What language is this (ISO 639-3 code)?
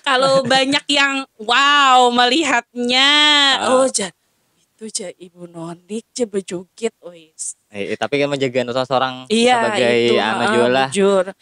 bjn